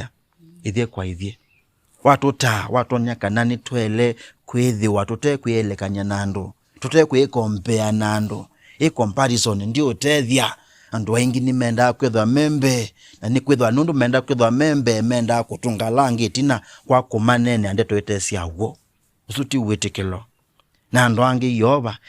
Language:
Kamba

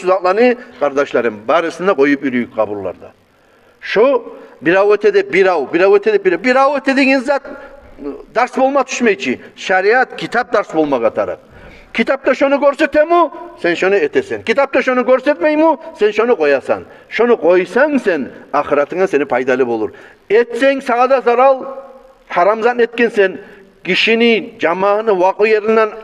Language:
Kumyk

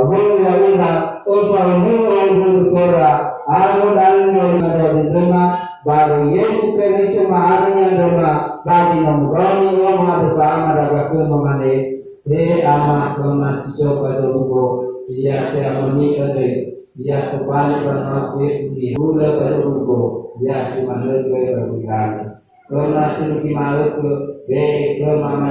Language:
Nias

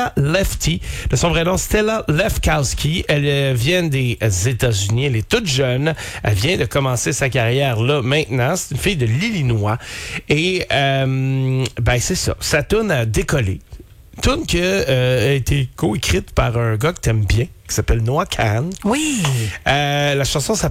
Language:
French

